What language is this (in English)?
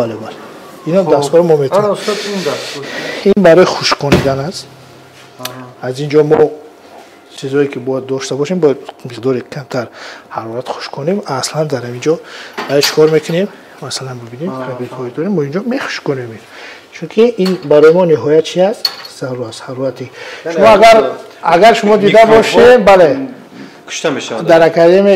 Tajik